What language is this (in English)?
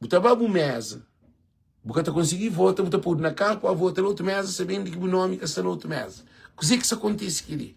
Kabuverdianu